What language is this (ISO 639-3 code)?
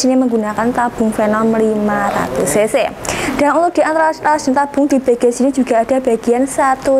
ind